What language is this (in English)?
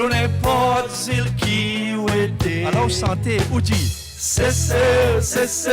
Seselwa Creole French